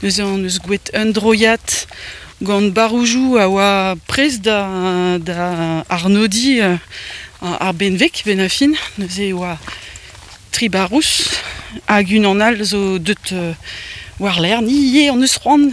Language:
Breton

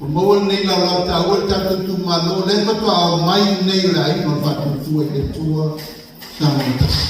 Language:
Samoan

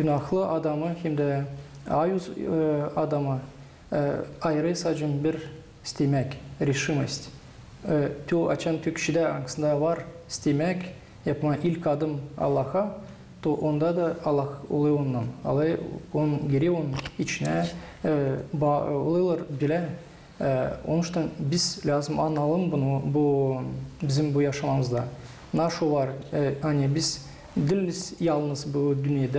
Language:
Gagauz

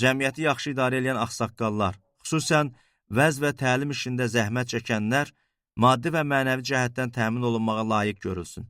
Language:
Azerbaijani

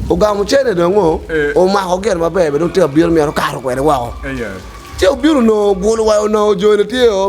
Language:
Acoli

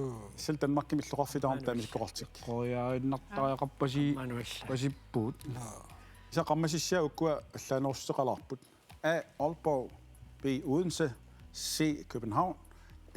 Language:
Kalaallisut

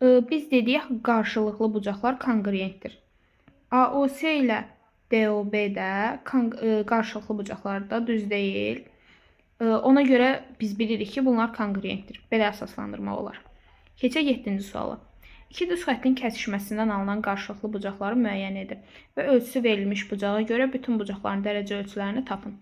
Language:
Azerbaijani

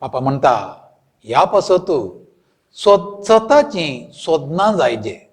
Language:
Konkani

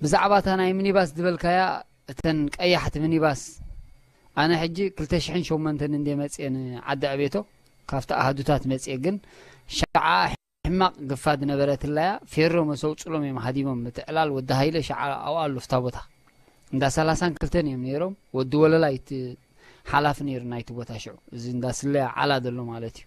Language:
Tigrinya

